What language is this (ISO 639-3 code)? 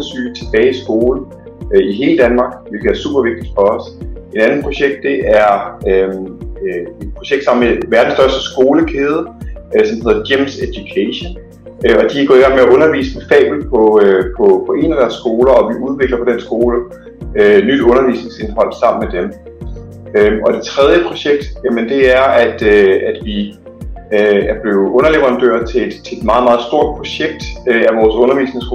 dan